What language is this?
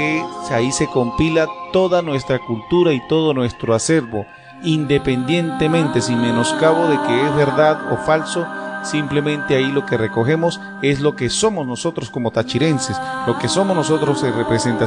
Spanish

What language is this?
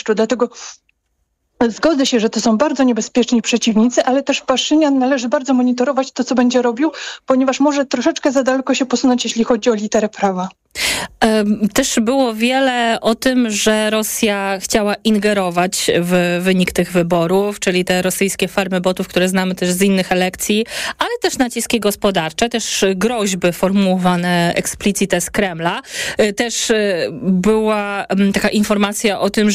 Polish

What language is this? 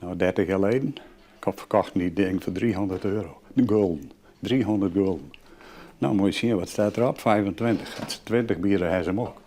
Western Frisian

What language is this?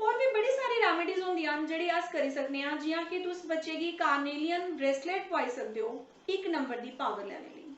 Dogri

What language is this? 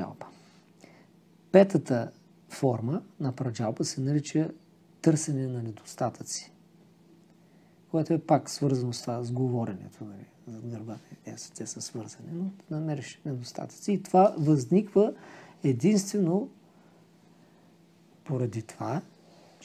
Bulgarian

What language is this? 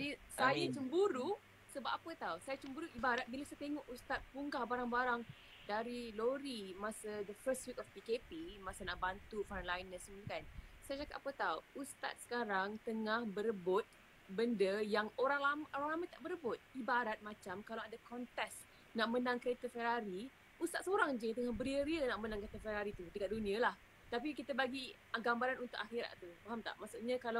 Malay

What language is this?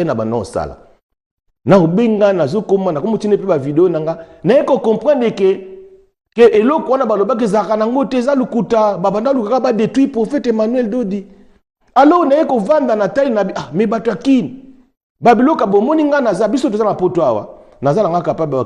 Lingala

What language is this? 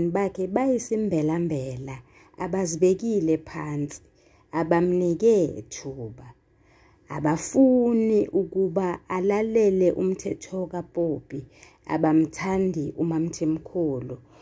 Zulu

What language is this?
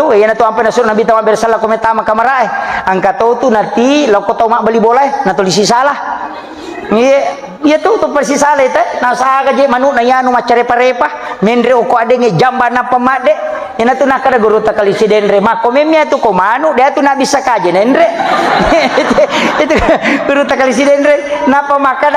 Buginese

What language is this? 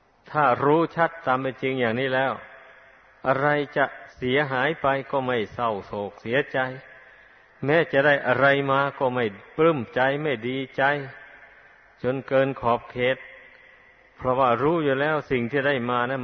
Thai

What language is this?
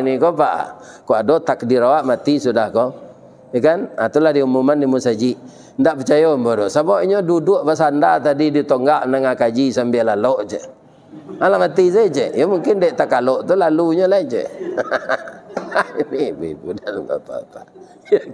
Minangkabau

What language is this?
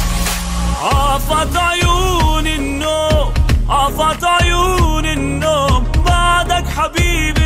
Persian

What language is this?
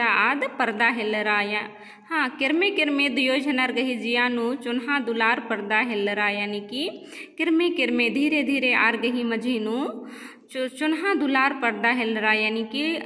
Kurukh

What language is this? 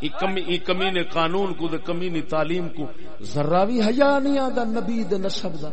Saraiki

